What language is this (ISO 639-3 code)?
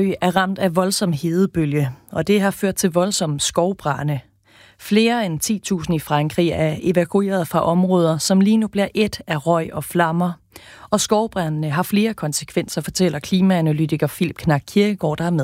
dan